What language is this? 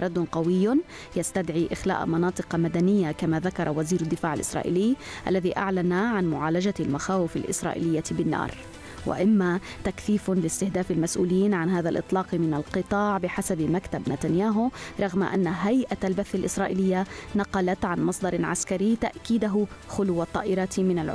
Arabic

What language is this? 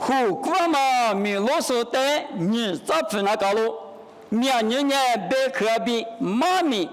Lisu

